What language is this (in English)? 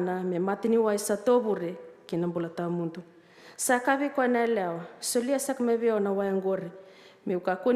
Fijian